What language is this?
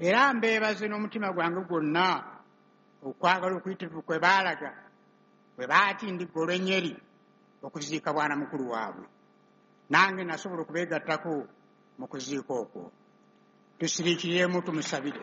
Ganda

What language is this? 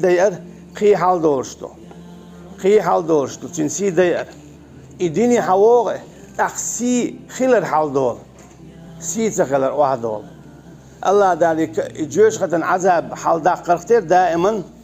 Chechen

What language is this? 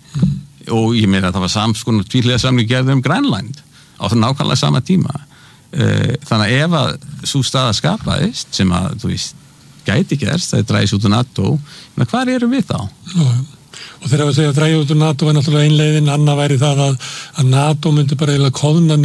Icelandic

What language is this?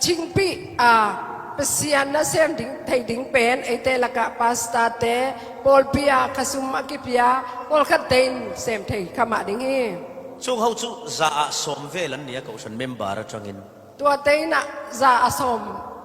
Falam Chin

